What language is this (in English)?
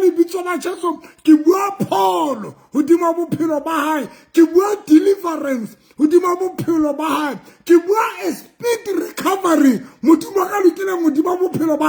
Southern Sotho